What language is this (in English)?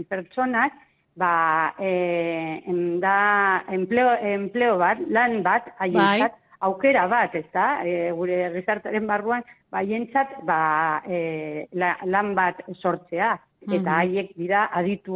Basque